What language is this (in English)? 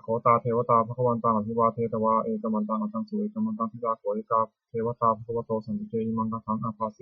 Pali